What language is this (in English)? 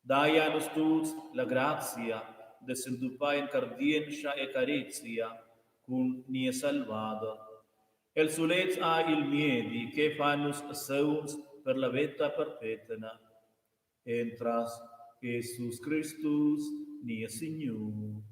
Romansh